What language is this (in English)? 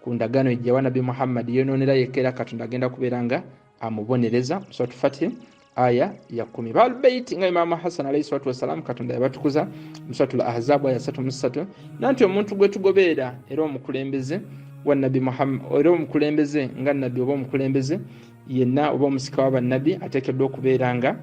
Ganda